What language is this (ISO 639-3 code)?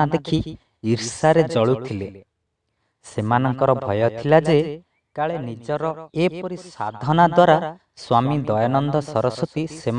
ori